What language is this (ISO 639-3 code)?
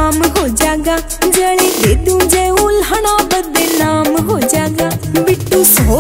bgc